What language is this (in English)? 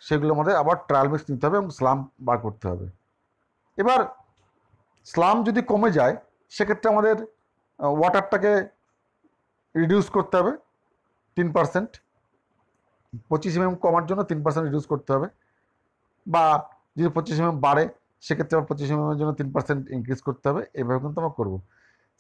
Bangla